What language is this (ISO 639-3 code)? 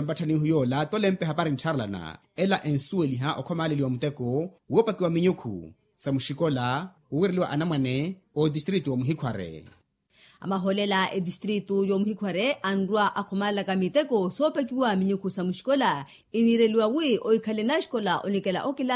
vmw